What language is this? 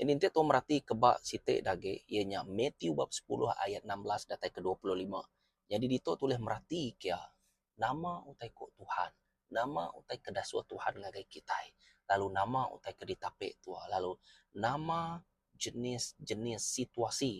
Iban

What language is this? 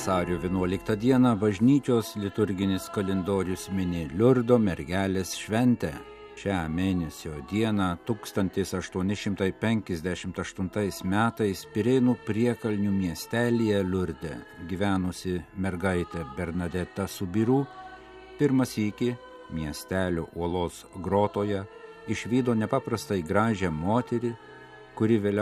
Lithuanian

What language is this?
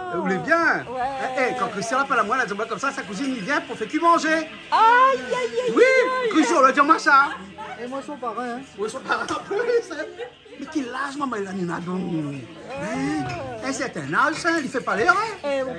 Réunion Creole French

